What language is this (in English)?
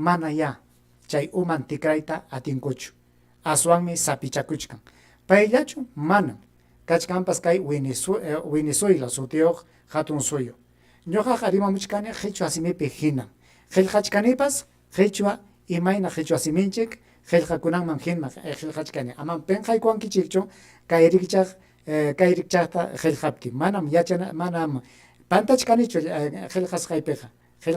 Ayacucho Quechua